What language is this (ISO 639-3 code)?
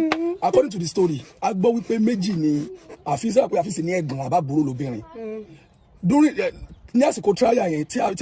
yor